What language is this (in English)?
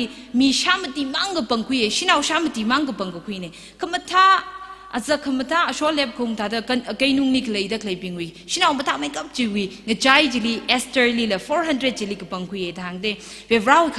Tangkhul Naga (India)